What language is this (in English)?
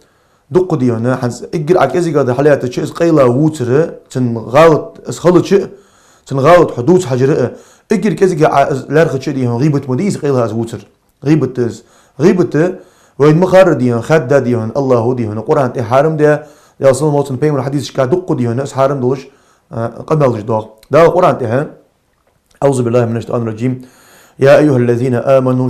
Ingush